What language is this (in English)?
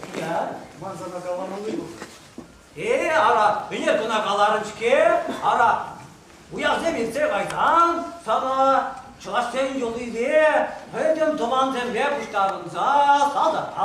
Chuvash